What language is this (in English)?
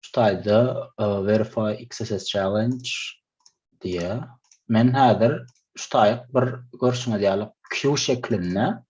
Turkmen